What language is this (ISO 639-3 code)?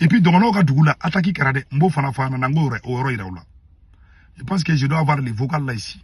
bam